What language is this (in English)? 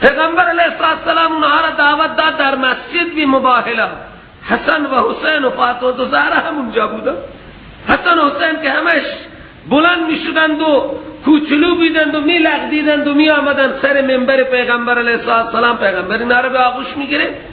Persian